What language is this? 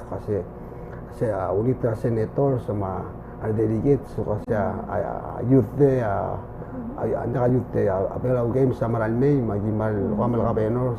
Palauan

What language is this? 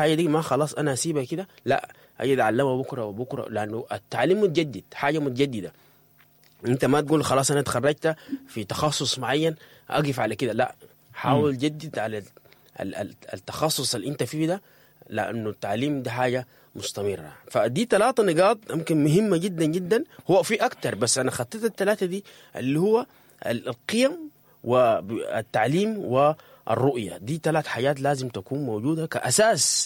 Sudanese Arabic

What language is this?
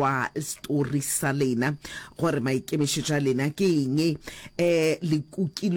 Northern Sotho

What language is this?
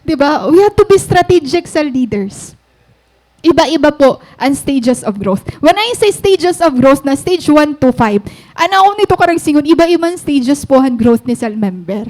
Waray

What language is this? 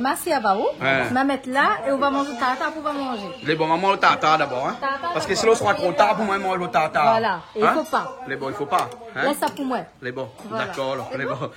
Réunion Creole French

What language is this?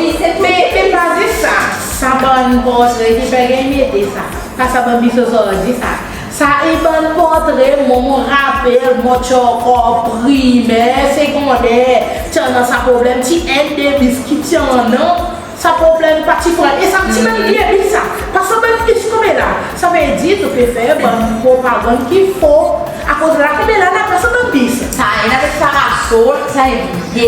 Seselwa Creole French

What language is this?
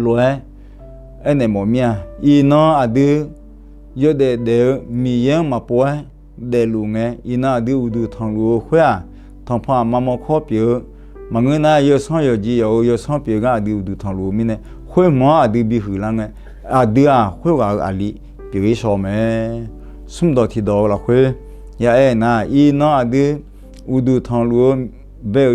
Akha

